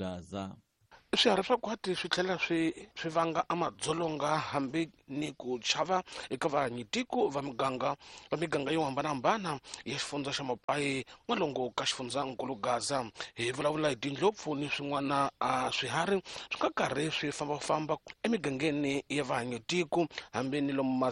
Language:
Tsonga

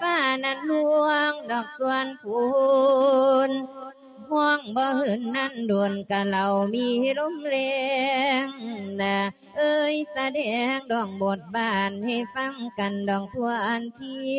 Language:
Lao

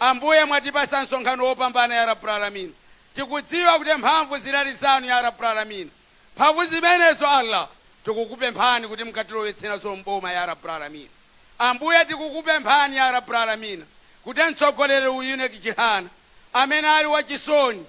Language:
Nyanja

